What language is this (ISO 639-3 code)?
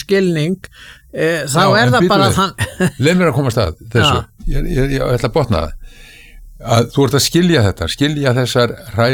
isl